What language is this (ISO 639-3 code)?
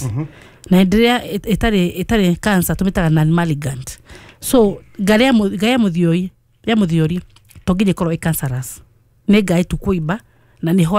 kik